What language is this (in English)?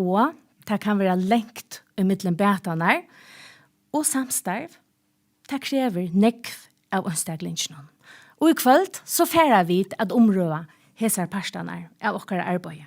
Faroese